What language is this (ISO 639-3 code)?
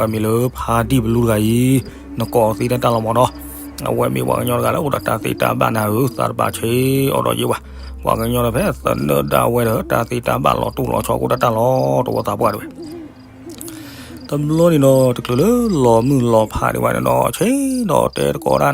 ksw